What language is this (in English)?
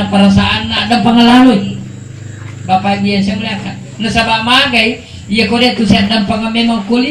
Buginese